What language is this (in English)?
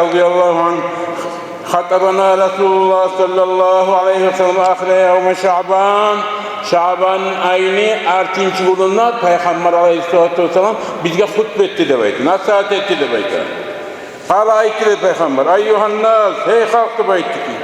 Kumyk